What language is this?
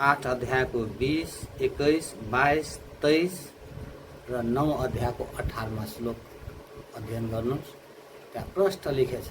Nepali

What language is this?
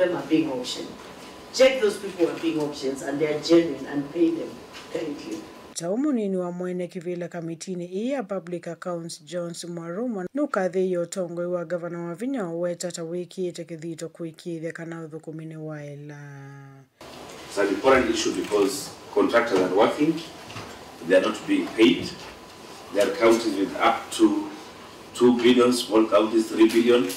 Kamba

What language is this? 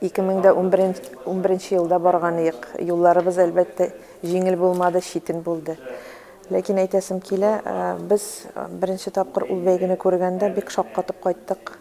Tatar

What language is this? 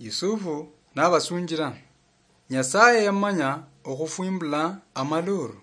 Luyia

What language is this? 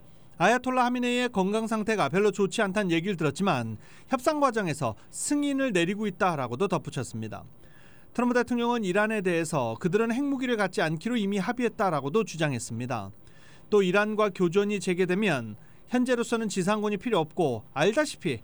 Korean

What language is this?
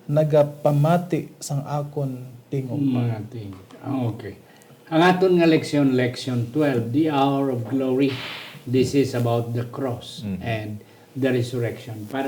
Hiligaynon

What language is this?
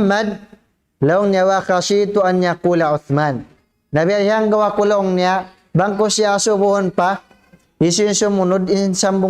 Tausug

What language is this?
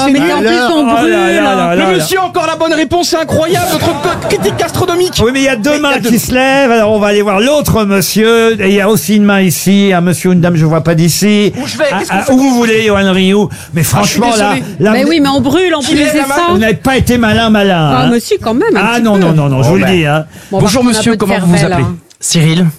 French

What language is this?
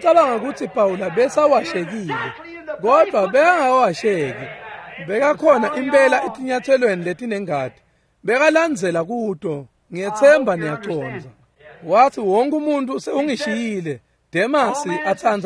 Swati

